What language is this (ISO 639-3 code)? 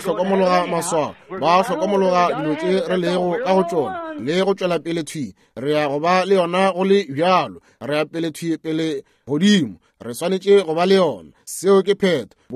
nso